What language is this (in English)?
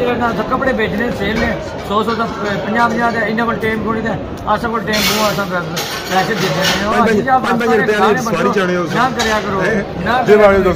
Pahari-Potwari